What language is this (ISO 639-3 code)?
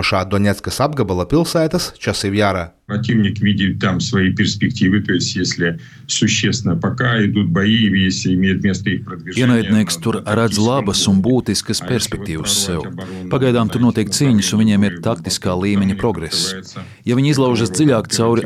lav